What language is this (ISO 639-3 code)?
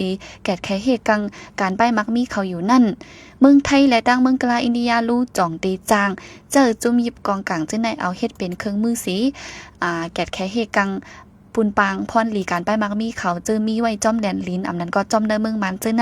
shn